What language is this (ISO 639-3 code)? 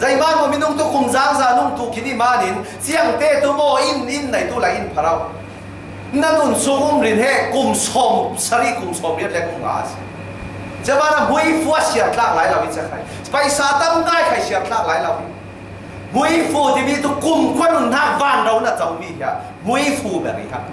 cfm